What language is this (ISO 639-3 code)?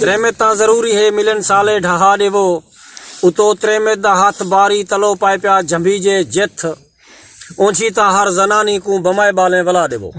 skr